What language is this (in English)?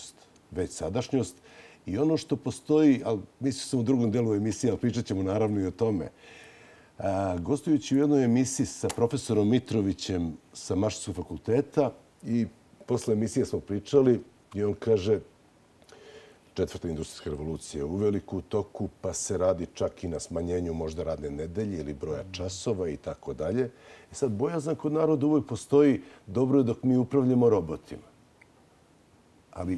Serbian